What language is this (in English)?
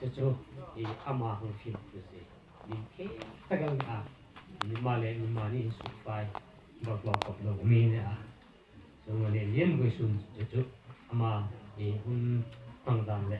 Hmar